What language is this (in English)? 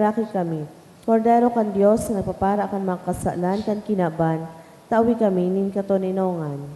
Bikol